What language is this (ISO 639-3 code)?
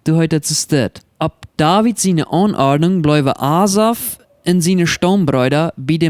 pdt